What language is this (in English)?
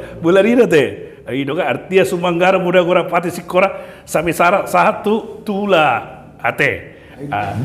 Batak Toba